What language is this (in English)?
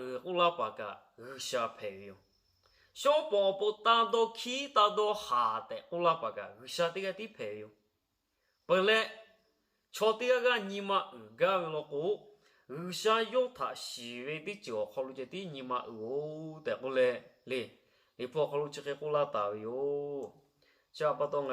Lahu